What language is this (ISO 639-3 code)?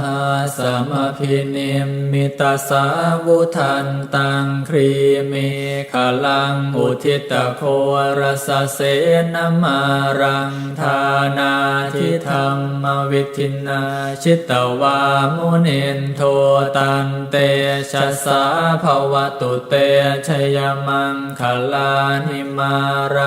pli